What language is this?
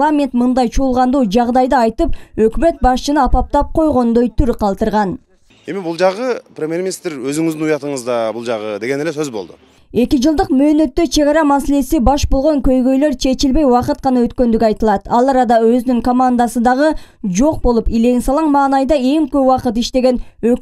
Kyrgyz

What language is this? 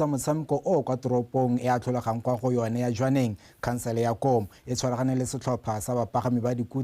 Tswana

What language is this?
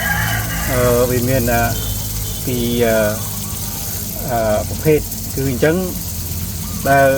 Khmer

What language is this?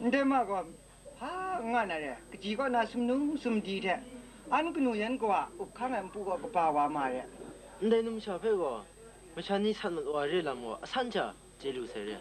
Kachin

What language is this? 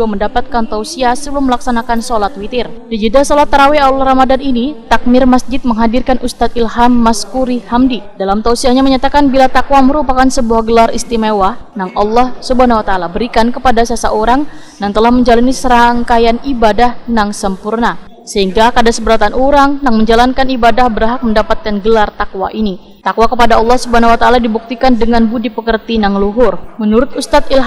Banjar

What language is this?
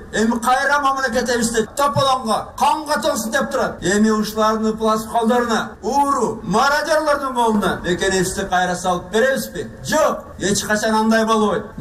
Kyrgyz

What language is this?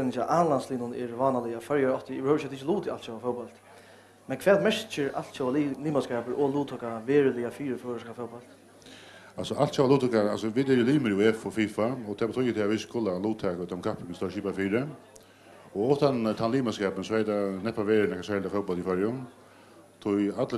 Faroese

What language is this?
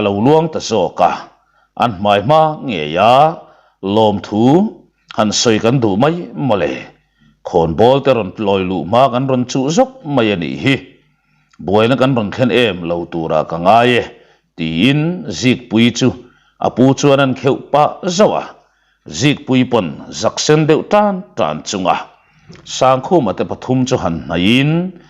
Mizo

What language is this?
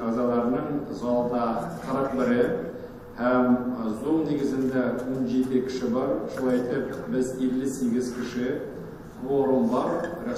Tatar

